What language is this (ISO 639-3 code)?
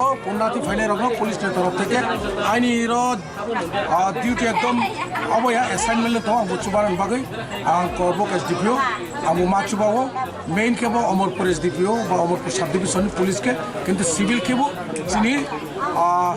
ria